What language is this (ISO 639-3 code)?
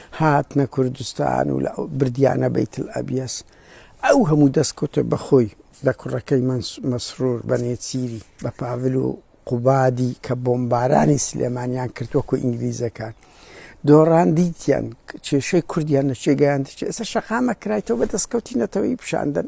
ckb